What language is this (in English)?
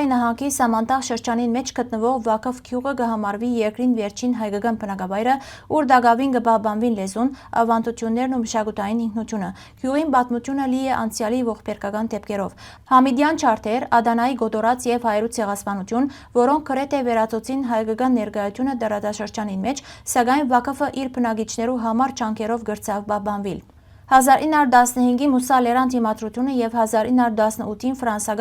Western Armenian